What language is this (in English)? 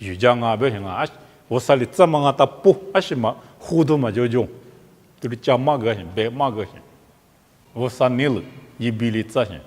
Lisu